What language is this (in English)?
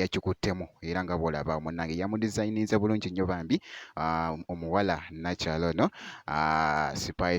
Ganda